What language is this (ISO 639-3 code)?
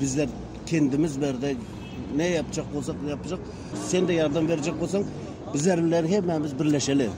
tuk